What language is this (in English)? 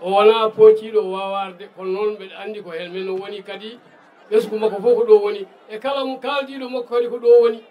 Fula